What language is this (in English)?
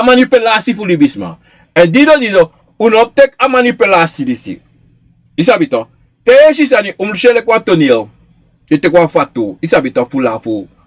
Sranan Tongo